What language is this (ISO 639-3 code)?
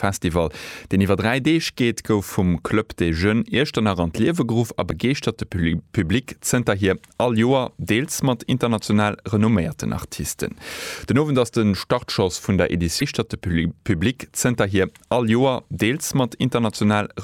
ltz